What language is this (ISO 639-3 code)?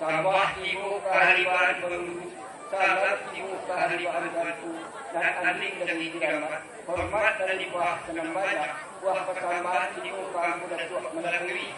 min